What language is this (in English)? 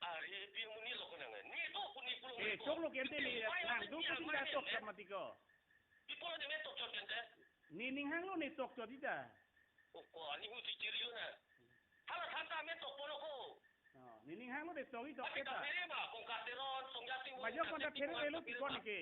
Karbi